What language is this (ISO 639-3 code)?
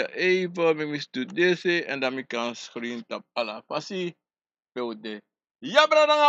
srn